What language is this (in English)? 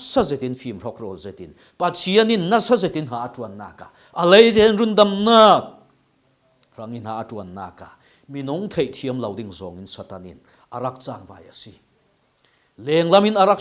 Falam Chin